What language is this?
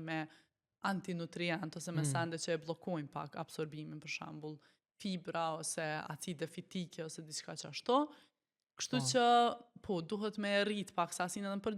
Albanian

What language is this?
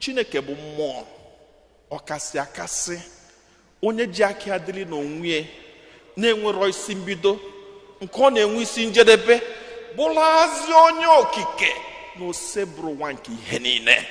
Igbo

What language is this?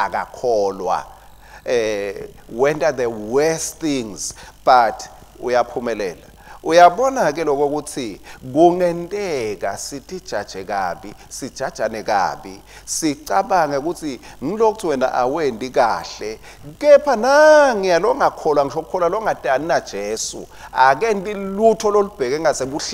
Swati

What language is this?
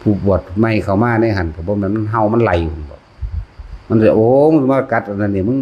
Northeastern Thai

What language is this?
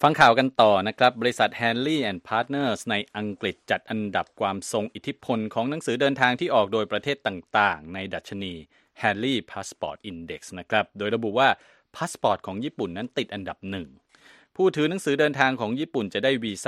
Thai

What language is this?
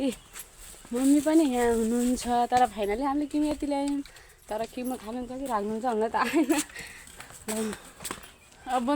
Nepali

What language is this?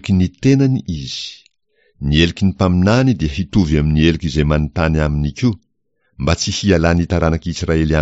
Malagasy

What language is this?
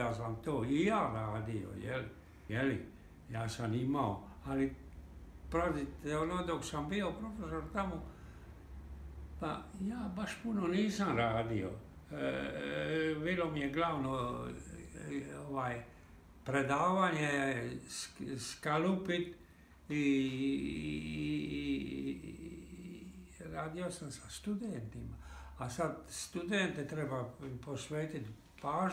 Croatian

